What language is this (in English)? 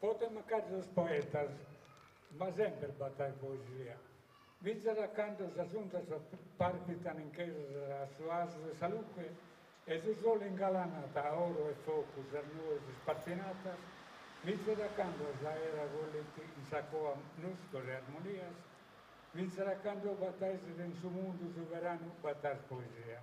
Sardinian